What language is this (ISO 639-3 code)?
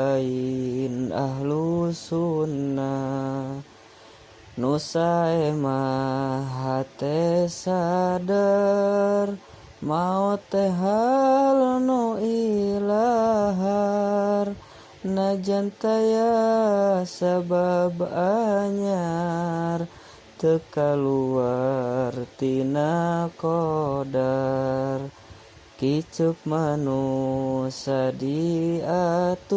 sun